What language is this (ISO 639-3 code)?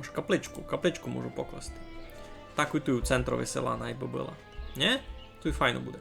rue